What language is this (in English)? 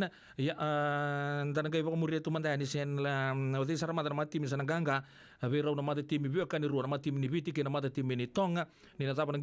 Fijian